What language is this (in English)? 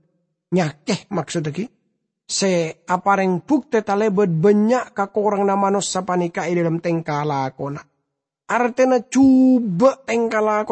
Madurese